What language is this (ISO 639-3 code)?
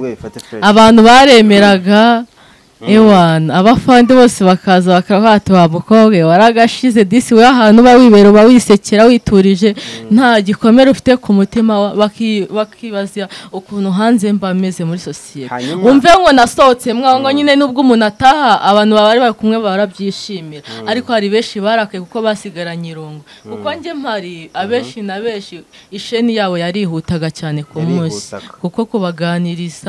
kin